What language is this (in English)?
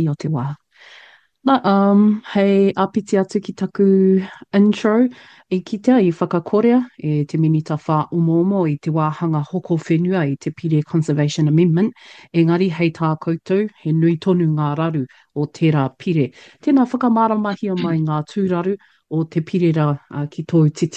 Māori